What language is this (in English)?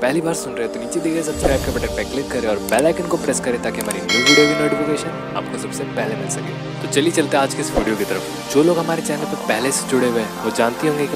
Hindi